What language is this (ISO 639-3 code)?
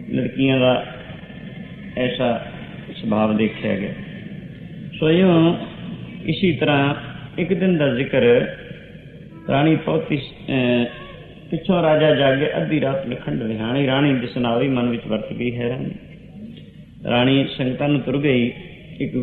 pan